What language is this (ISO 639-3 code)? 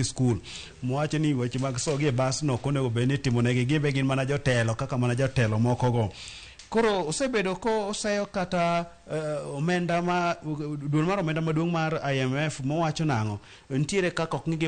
luo